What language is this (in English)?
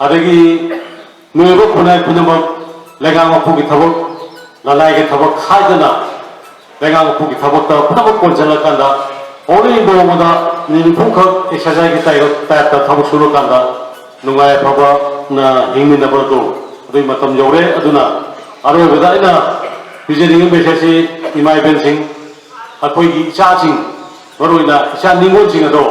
Manipuri